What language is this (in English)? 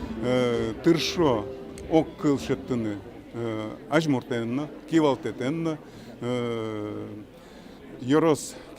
Udmurt